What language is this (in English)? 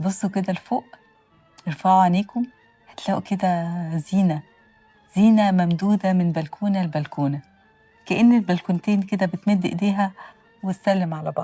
Egyptian Arabic